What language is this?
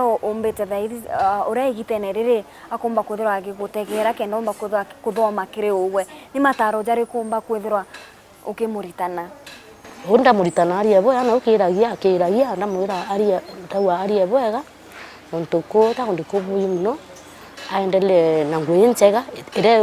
Meru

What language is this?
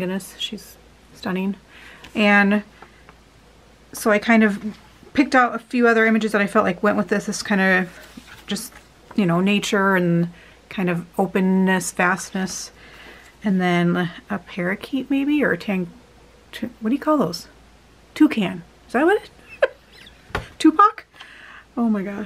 English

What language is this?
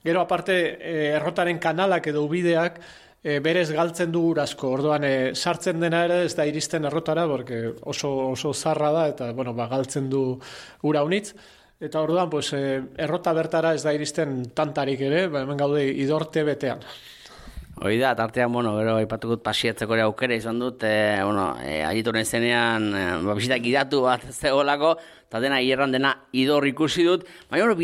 Basque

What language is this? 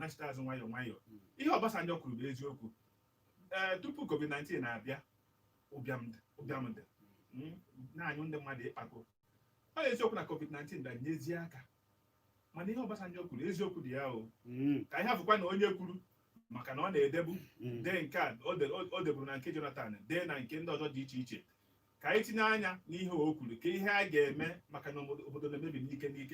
Igbo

